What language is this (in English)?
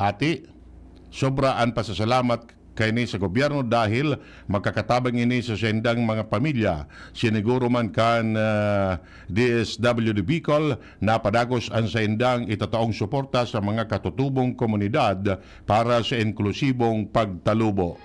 Bikol